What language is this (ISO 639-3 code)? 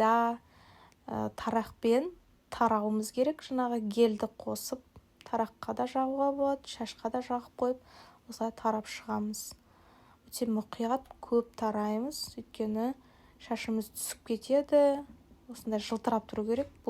kaz